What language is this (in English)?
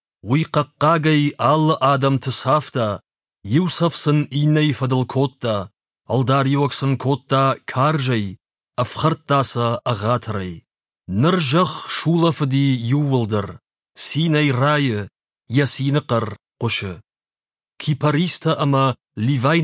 Ossetic